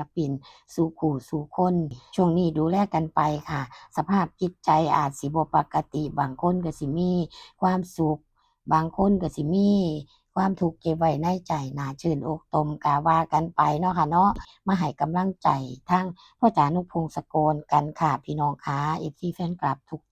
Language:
Northeastern Thai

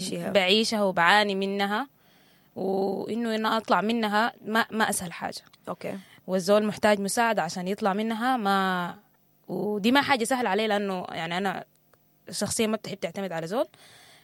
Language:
Sudanese Arabic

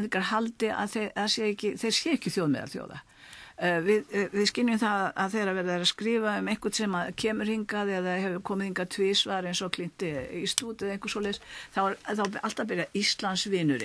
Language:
Icelandic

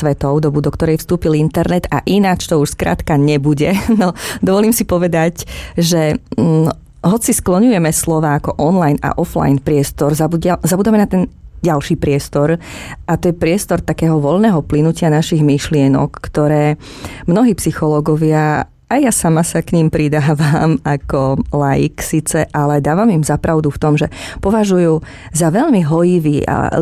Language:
Slovak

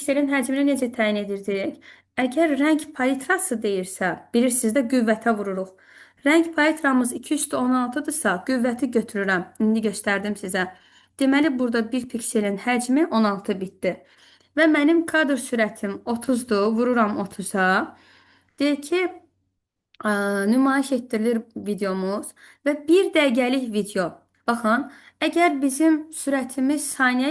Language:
Azerbaijani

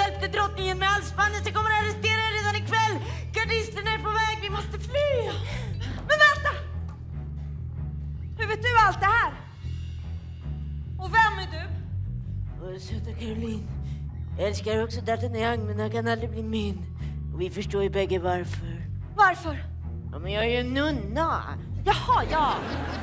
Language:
Swedish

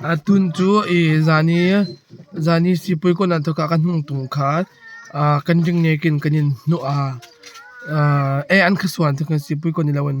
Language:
Hmar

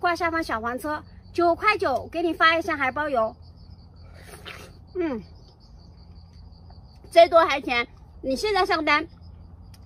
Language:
Chinese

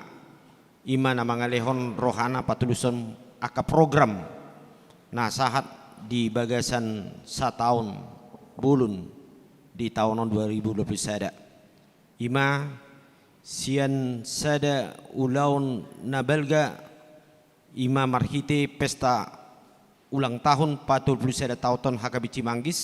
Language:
Batak Toba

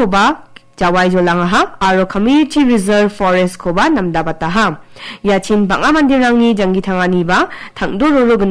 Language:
Garo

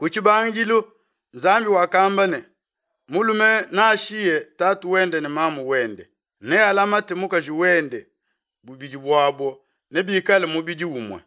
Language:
Luba-Lulua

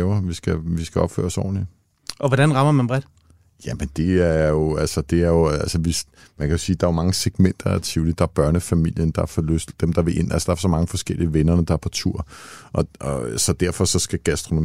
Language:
Danish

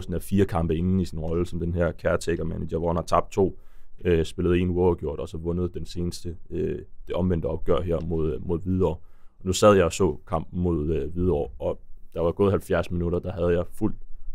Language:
Danish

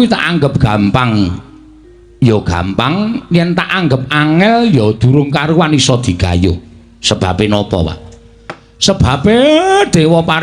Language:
Javanese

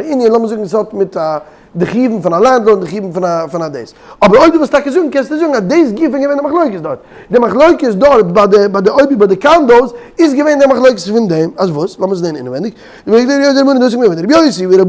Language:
Yiddish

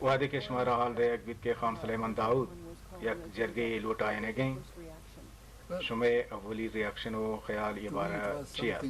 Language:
Baluchi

